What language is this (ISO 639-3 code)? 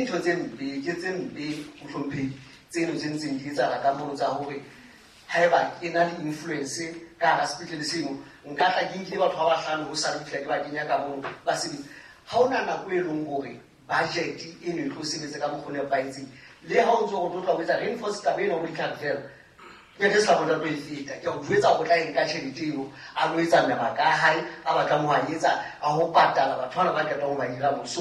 sot